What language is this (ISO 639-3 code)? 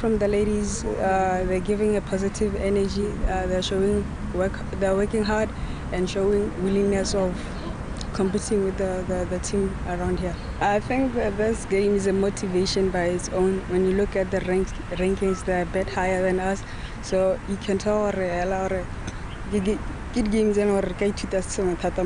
tsn